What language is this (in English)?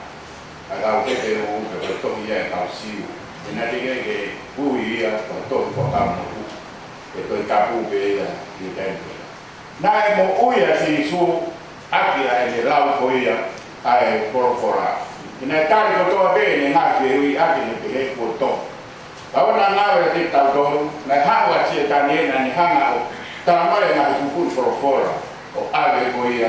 Tongan